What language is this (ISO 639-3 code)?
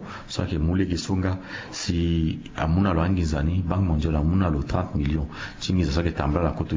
sag